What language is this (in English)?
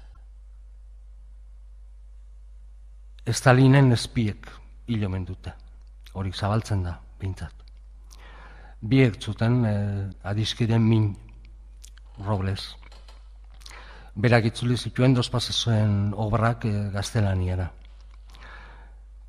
Basque